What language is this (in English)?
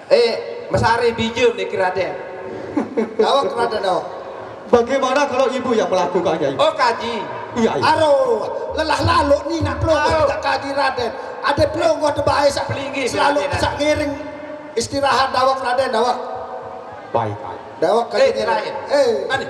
Sasak